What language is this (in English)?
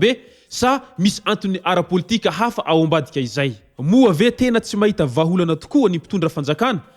Malagasy